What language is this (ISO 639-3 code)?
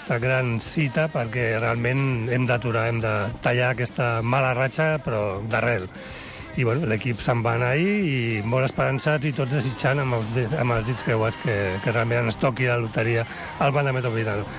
cat